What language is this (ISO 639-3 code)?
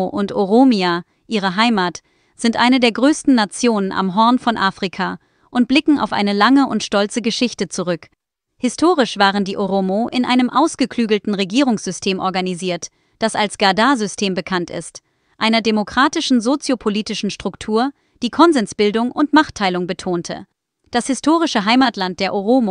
deu